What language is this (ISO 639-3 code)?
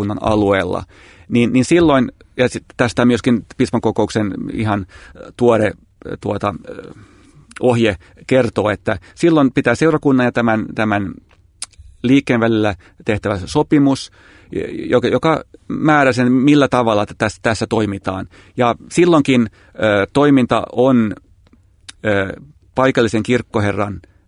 fin